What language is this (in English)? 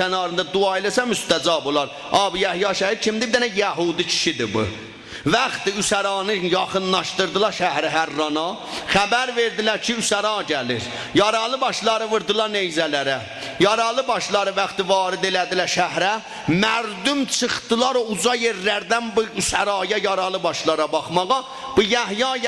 South Azerbaijani